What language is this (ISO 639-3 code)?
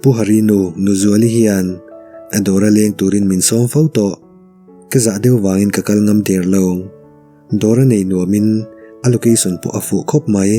lus